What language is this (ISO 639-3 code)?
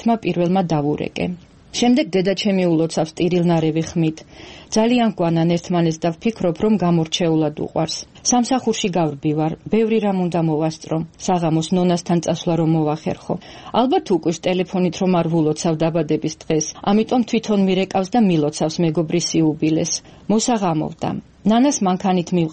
kat